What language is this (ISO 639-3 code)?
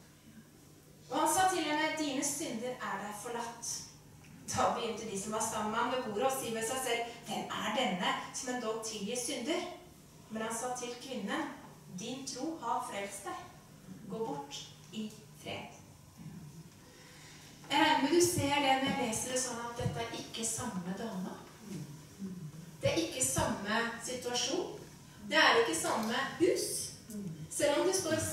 nor